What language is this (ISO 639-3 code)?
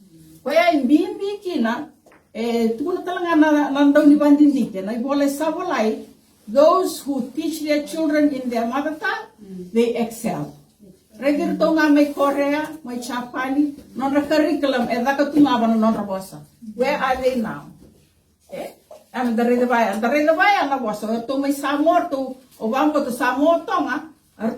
fij